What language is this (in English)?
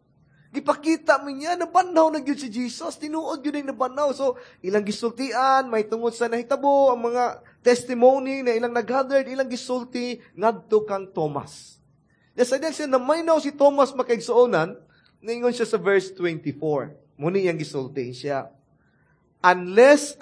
Cebuano